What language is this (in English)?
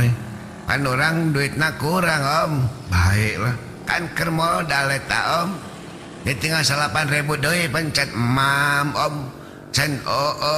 Sundanese